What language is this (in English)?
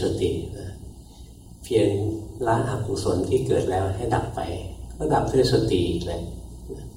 Thai